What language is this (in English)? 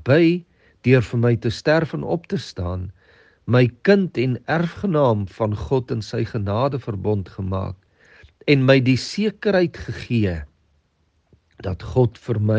Afrikaans